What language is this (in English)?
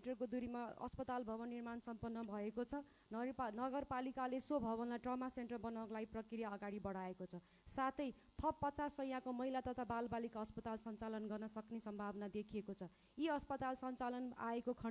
Nepali